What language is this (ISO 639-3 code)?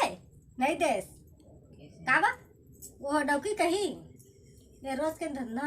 hne